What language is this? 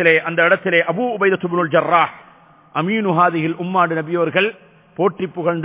Tamil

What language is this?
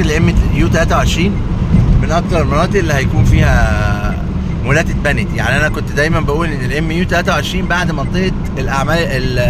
Egyptian Arabic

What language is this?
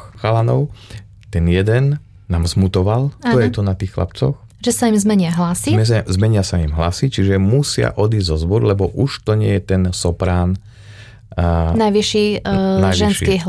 Slovak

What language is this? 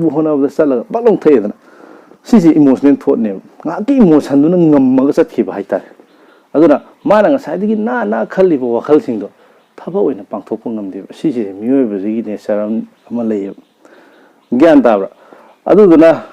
Manipuri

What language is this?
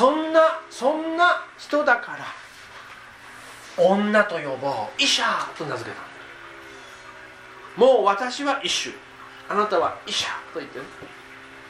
Japanese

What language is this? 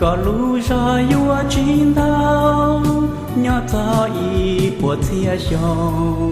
Hmong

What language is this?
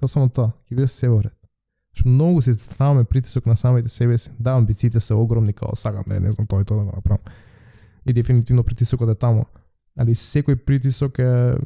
Macedonian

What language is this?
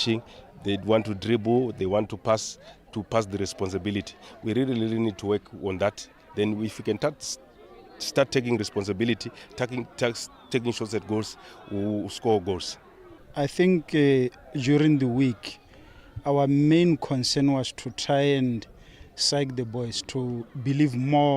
Tswana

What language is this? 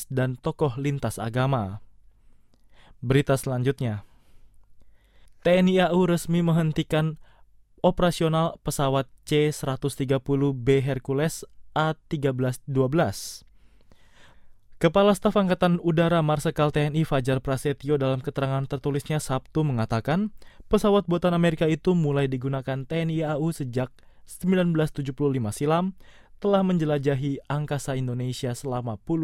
Indonesian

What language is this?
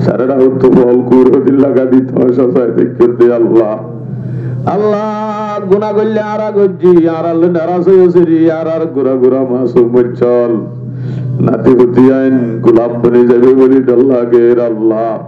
Rohingya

